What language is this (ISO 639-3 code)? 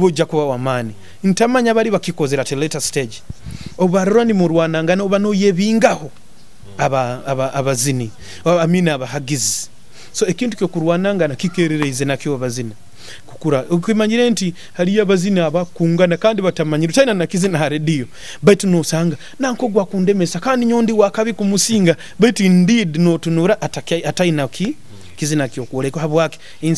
nyo